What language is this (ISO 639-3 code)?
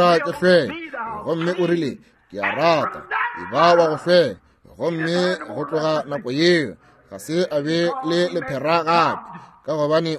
nso